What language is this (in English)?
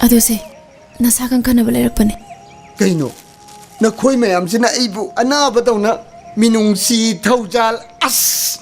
Manipuri